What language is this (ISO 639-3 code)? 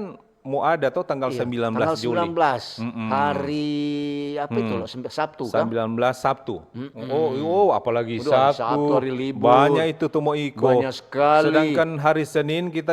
xmm